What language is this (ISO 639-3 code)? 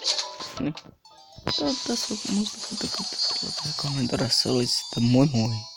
fin